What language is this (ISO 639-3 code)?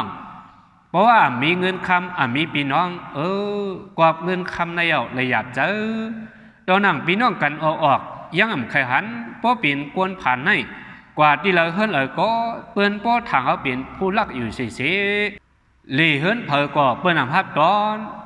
shn